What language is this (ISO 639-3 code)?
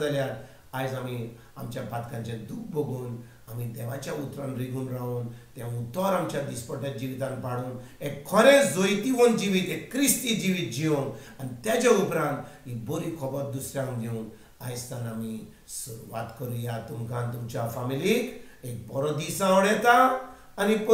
kok